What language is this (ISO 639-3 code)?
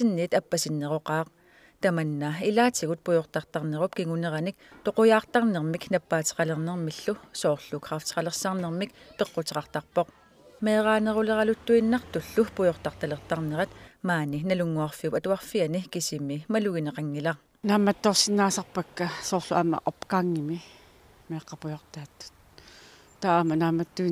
kal